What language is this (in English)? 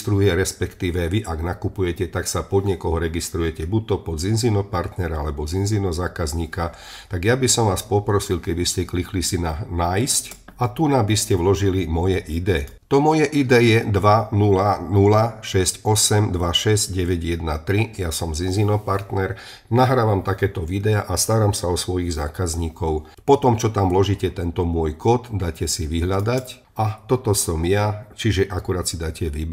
Slovak